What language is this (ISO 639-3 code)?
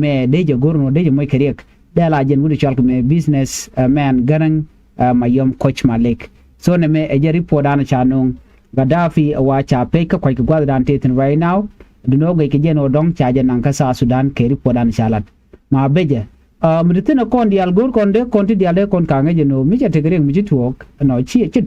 nus